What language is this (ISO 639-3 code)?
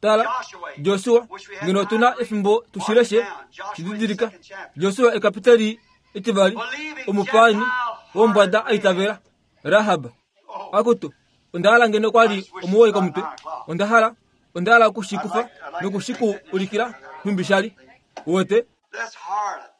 kua